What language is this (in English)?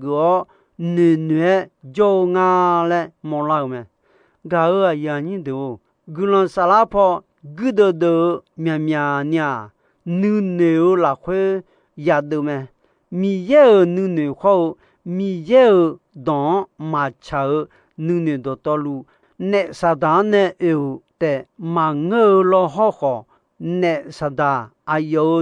Akha